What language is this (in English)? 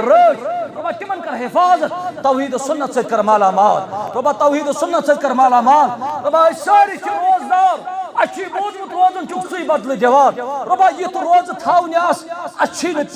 Kashmiri